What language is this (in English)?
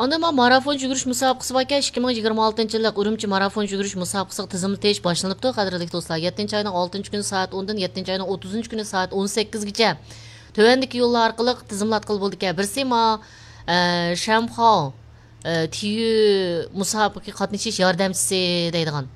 Uyghur